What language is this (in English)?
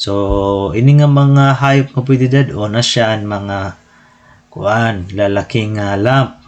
Waray